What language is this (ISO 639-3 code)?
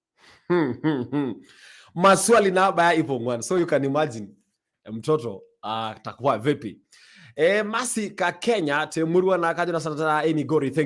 mas